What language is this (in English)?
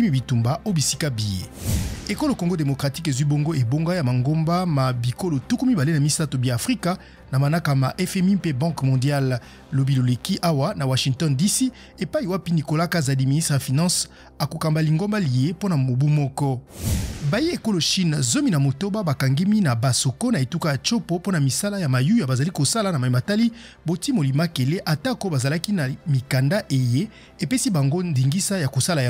Lingala